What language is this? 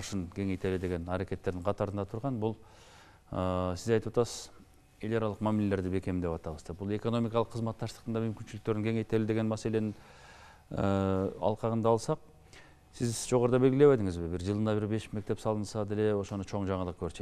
Kyrgyz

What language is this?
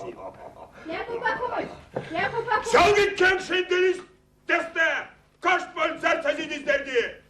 Erzya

